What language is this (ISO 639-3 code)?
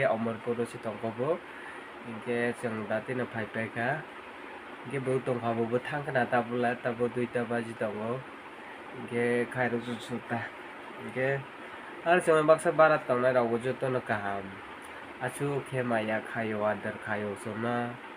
trp